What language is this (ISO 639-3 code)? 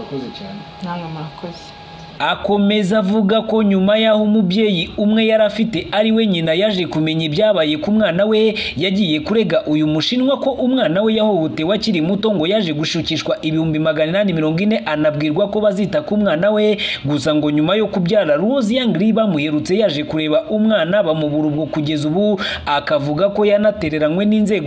kin